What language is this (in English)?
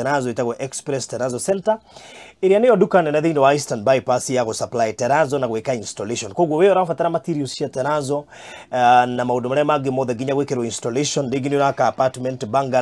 Kikuyu